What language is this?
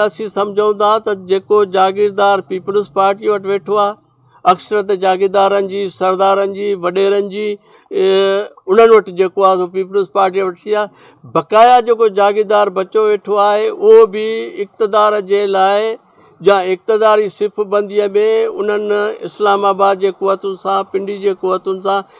Sindhi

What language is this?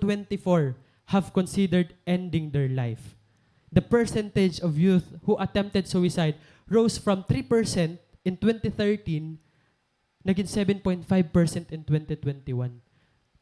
Waray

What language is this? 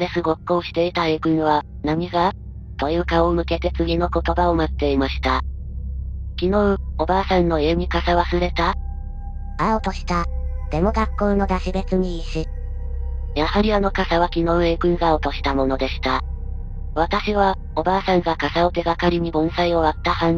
Japanese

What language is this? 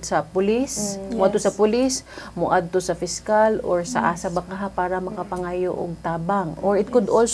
Cebuano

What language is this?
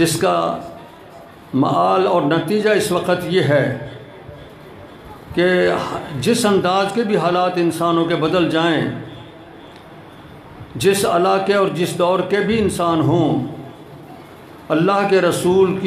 Urdu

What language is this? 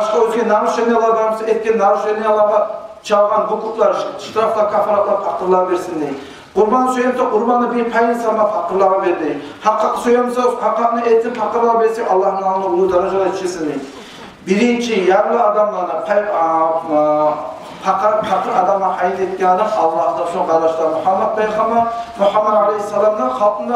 Kumyk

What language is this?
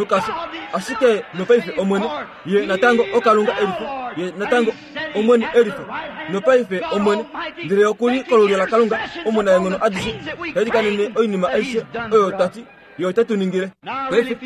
Kuanyama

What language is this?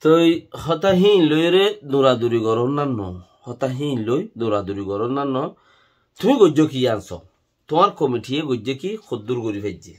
Rohingya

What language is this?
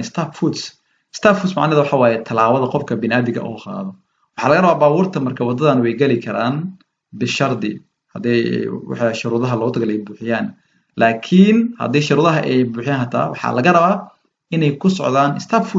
Somali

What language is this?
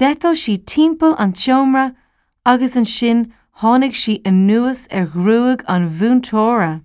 Irish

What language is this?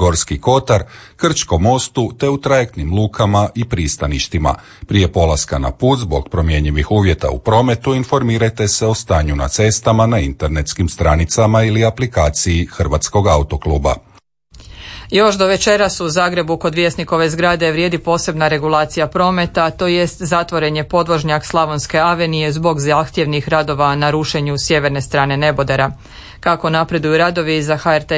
Croatian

